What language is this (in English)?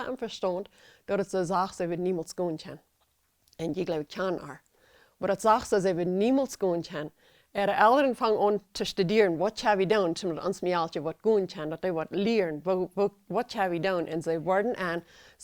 Plautdietsch